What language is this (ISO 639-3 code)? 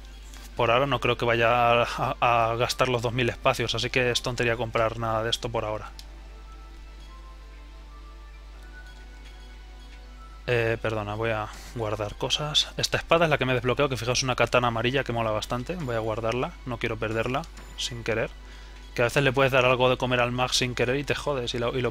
spa